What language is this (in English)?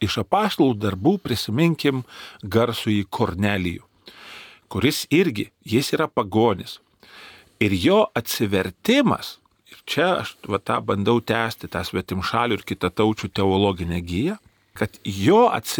Lithuanian